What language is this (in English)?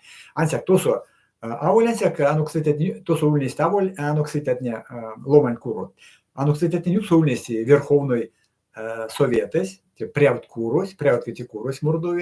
Erzya